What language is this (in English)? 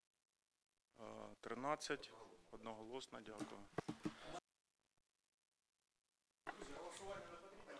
Ukrainian